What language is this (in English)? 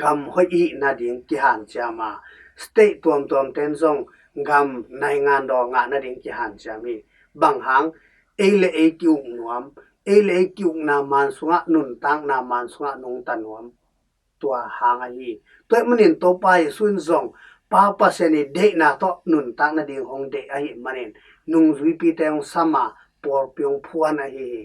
Tedim Chin